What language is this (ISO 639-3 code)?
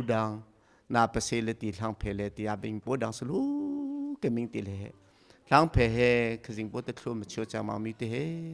cnh